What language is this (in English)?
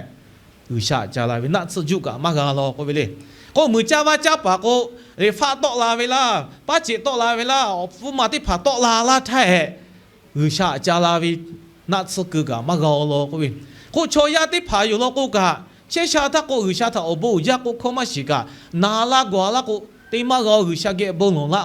Lahu